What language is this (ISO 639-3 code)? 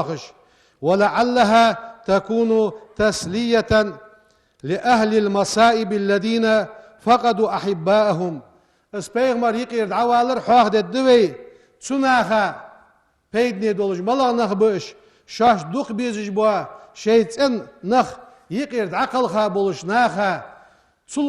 inh